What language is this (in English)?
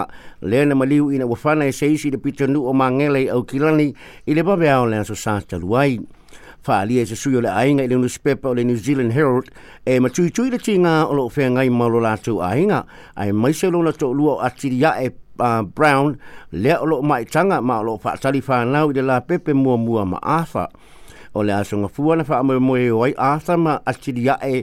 Samoan